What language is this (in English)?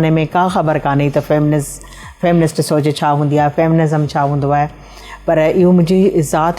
Sindhi